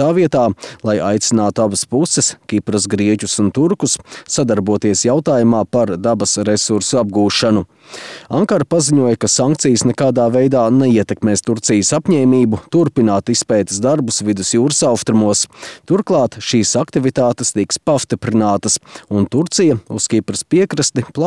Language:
Latvian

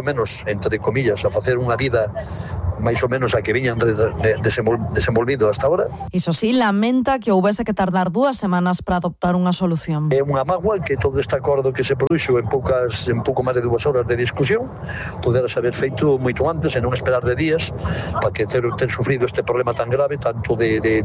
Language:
Galician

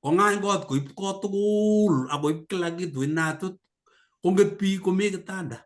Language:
Kalenjin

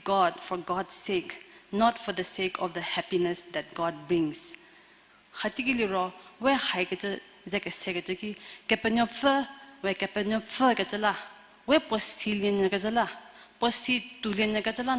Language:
Angami Naga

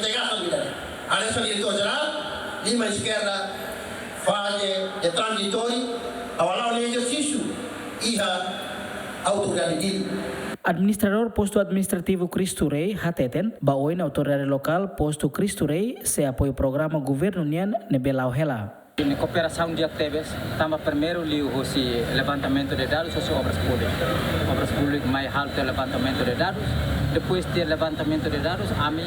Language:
Tetum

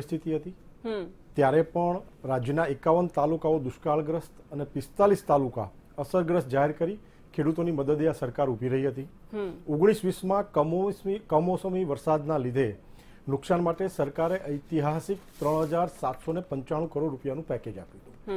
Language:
Gujarati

